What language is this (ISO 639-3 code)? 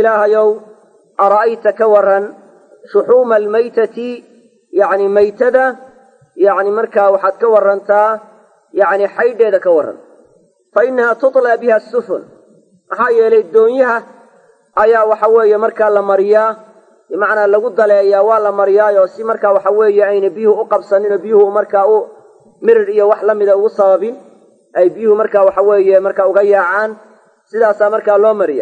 som